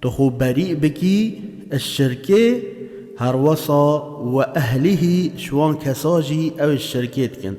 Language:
Kurdish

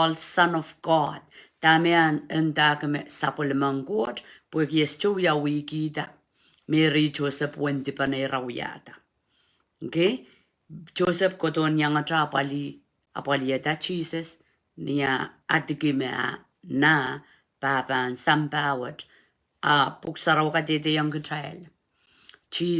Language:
Pohnpeian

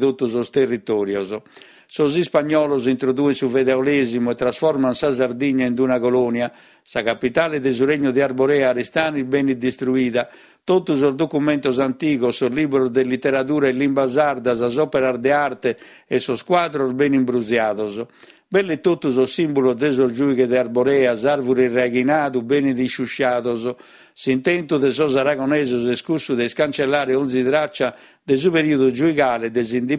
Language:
Sardinian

